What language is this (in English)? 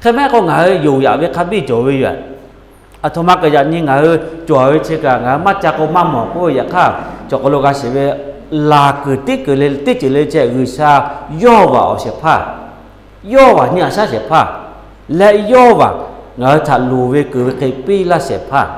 Lahu